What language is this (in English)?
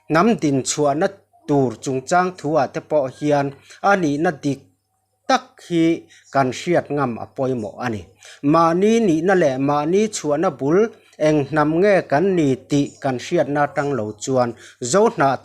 Mizo